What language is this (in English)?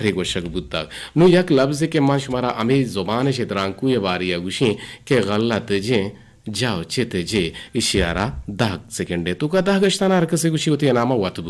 Eastern Balochi